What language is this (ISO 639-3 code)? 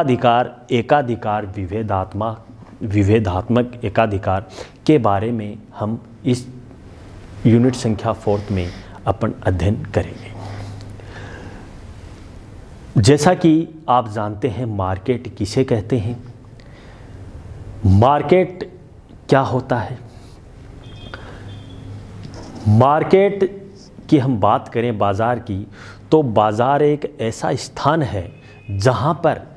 hin